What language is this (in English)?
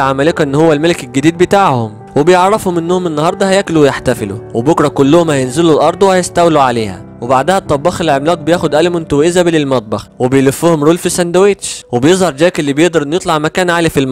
Egyptian Arabic